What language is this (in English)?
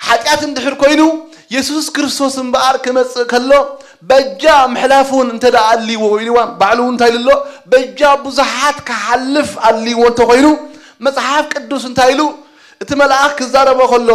Tigrinya